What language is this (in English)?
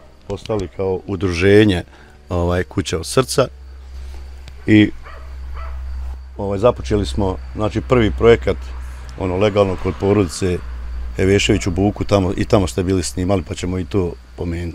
Bosnian